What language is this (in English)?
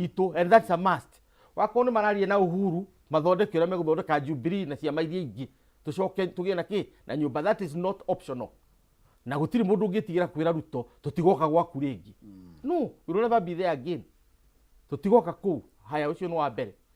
Kikuyu